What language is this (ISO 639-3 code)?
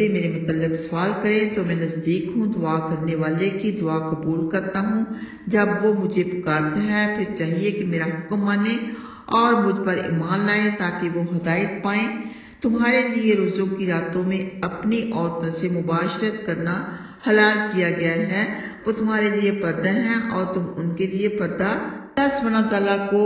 urd